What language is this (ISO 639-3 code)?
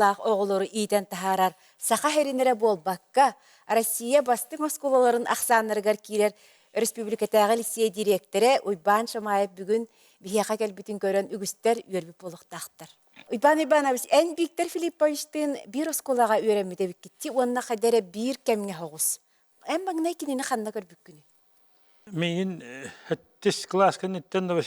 sah